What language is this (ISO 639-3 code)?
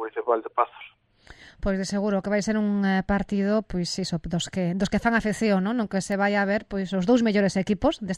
glg